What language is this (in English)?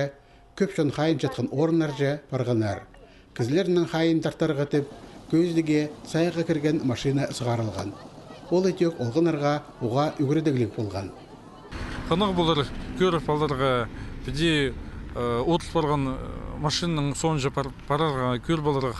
Khakas